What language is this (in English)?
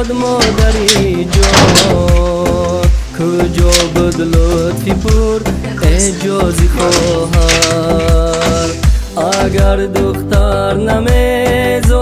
Tajik